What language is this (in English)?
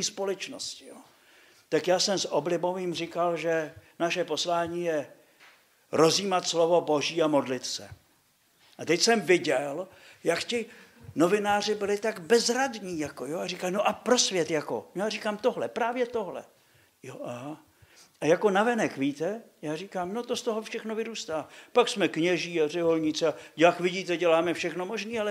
Czech